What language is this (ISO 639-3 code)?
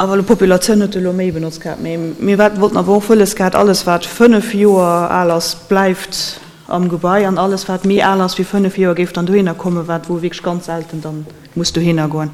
ltz